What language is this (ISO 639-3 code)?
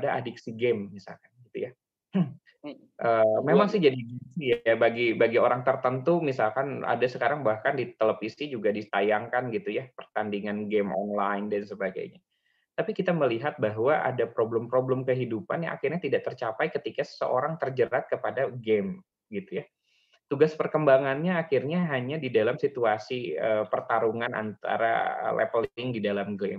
ind